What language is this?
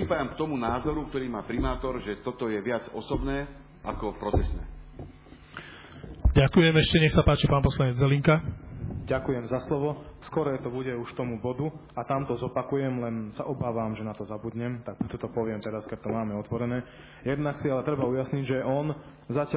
Slovak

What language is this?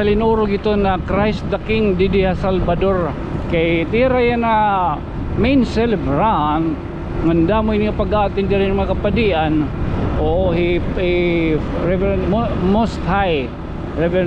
Waray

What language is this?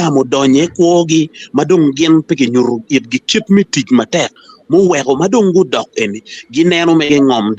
Acoli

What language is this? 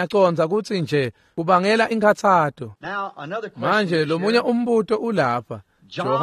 Swati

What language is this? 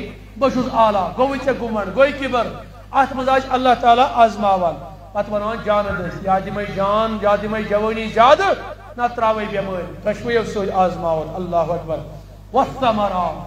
Kashmiri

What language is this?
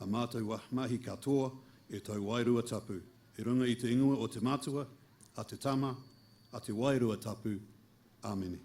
Māori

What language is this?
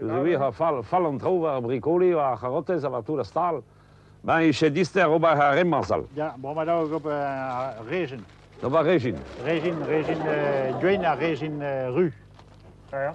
Breton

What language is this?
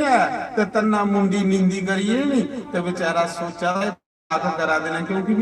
Dogri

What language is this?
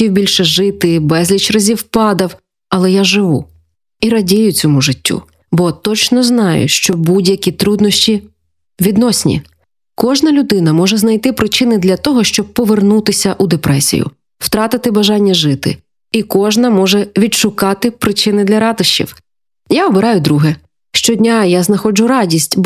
Ukrainian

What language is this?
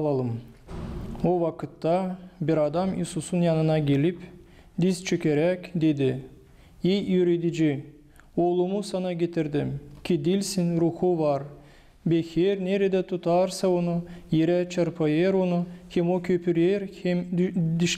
Gagauz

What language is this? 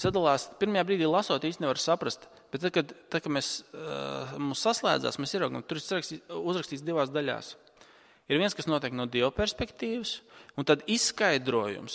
Latvian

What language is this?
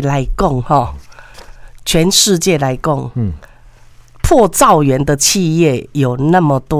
Min Nan Chinese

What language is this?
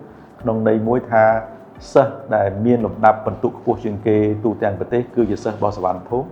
Khmer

